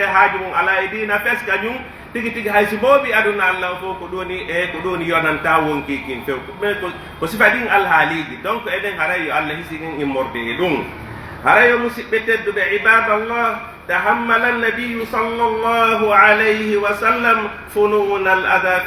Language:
Pular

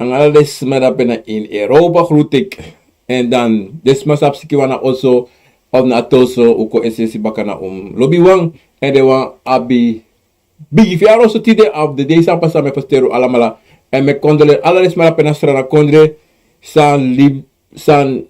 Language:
Sranan Tongo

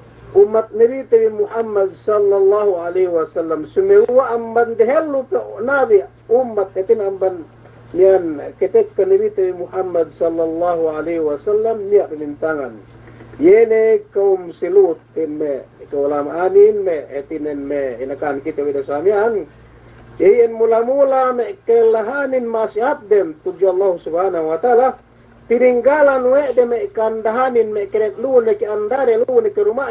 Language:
Yakan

